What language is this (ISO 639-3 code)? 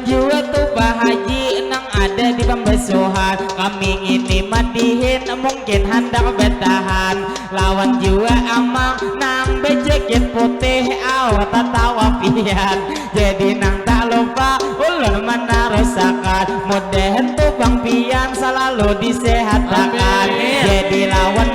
bjn